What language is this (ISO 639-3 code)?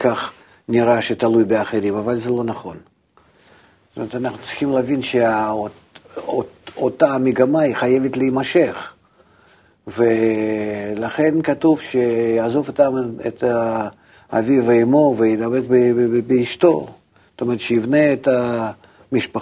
heb